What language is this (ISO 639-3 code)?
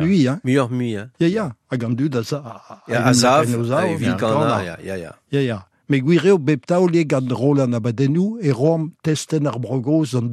bre